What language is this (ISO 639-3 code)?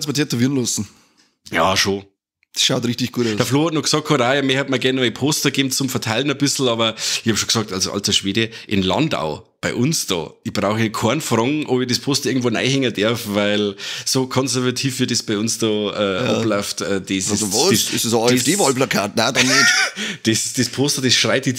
bar